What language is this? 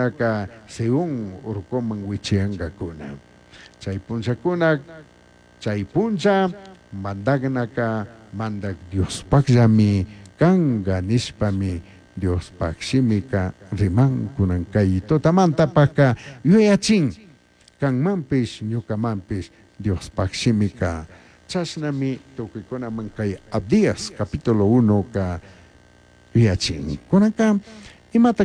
Chimborazo Highland Quichua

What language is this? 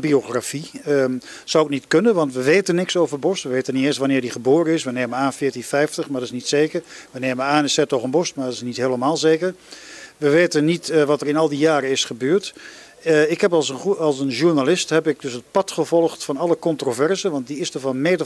Dutch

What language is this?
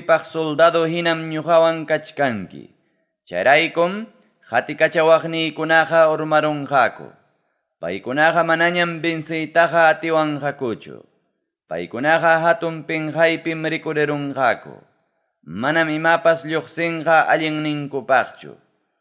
Ayacucho Quechua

